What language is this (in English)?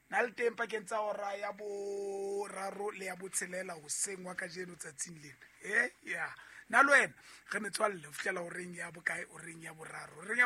Southern Sotho